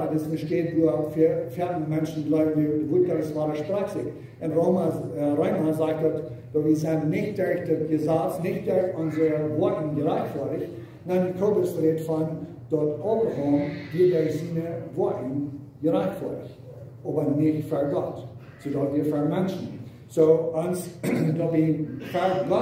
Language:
Plautdietsch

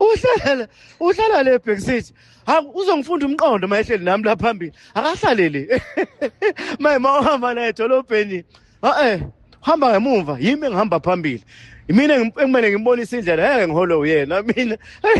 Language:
Zulu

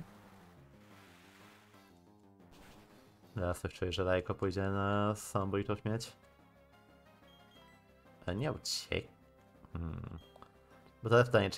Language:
Polish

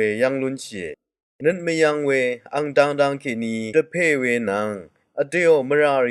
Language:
Rawang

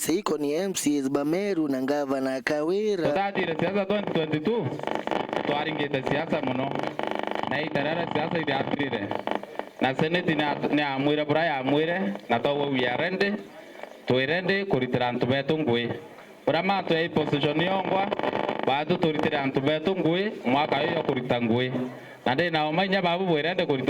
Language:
Meru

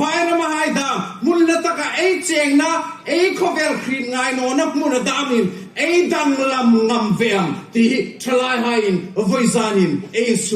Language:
Hmar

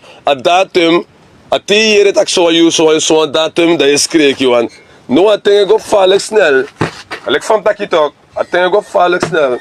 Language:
Sranan Tongo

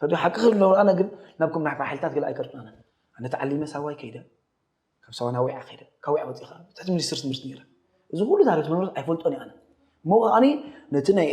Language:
Tigrinya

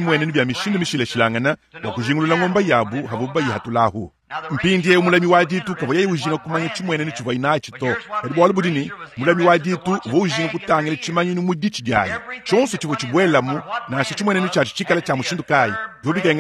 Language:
Luba-Lulua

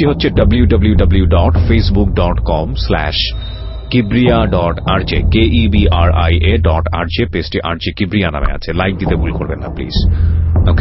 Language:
Bangla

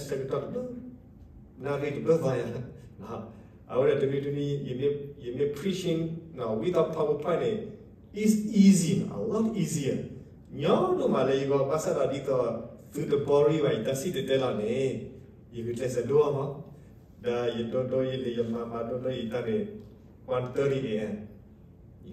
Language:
S'gaw Karen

